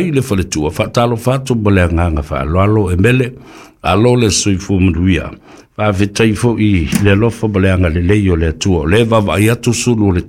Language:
Samoan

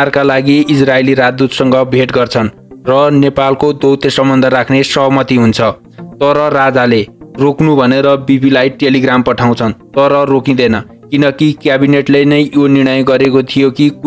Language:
Nepali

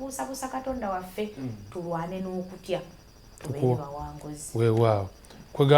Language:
Ganda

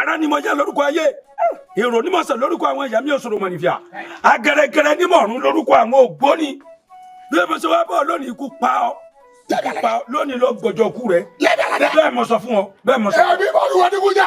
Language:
Yoruba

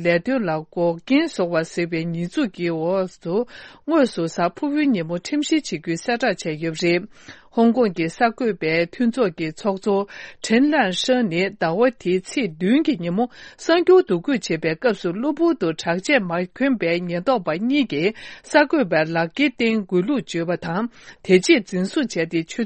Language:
Tibetan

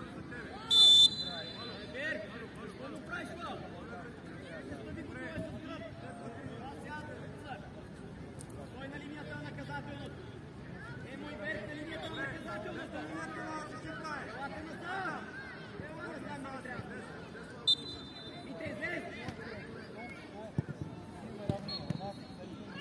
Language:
Bulgarian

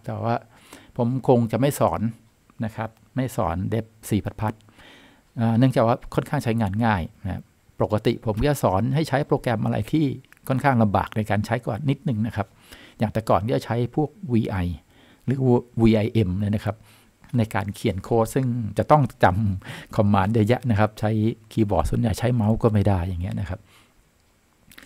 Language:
Thai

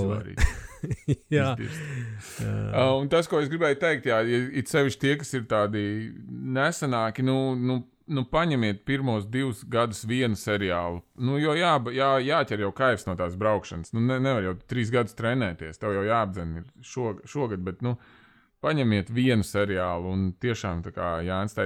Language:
Latvian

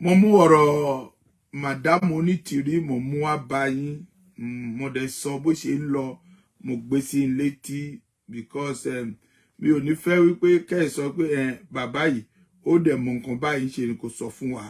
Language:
Yoruba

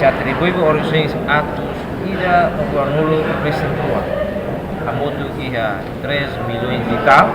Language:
Tetum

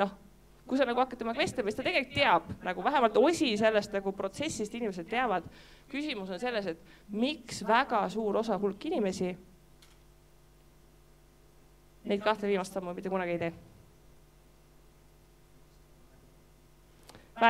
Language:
Estonian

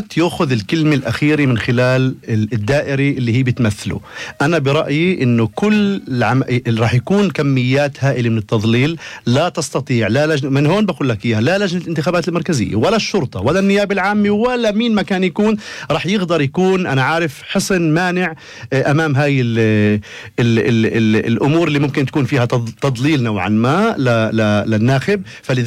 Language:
North Levantine Arabic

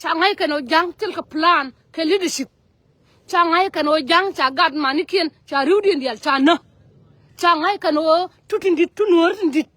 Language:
Nuer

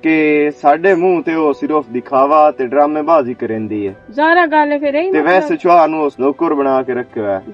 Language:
Western Panjabi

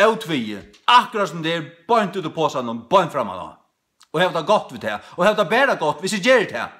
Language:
Faroese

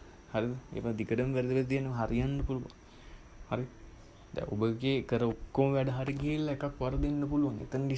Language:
Sinhala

